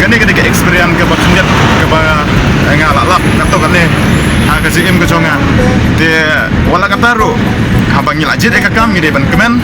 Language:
Khasi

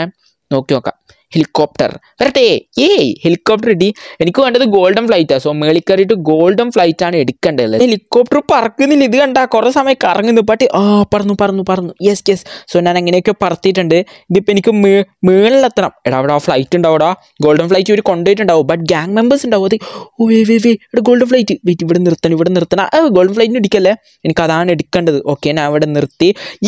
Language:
Malayalam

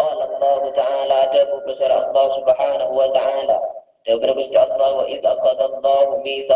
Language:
Madurese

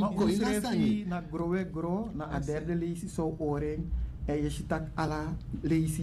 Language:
Sranan Tongo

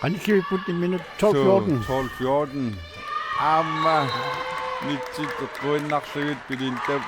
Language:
Kalaallisut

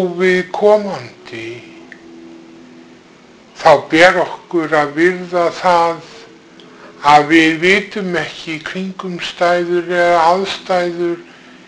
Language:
Icelandic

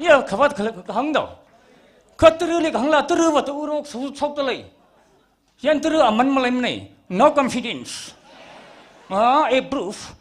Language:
Tangkhul Naga (India)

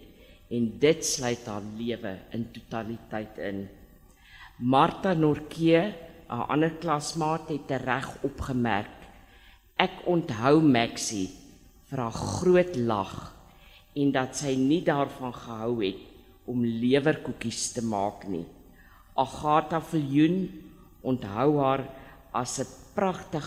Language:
Afrikaans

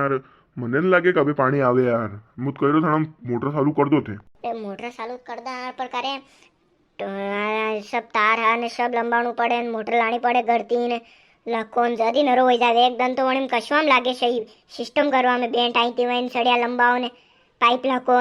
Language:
Rajasthani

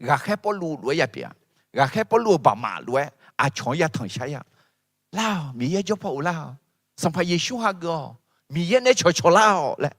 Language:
Akha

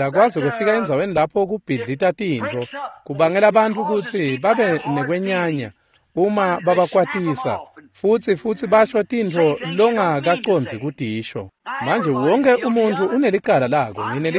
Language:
Swati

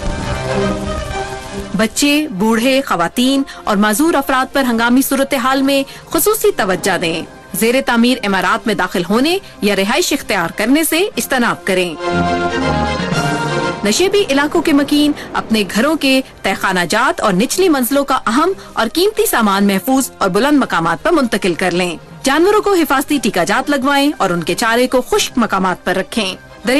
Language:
Urdu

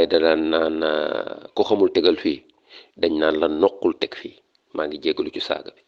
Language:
Wolof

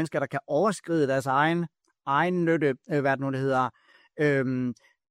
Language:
Danish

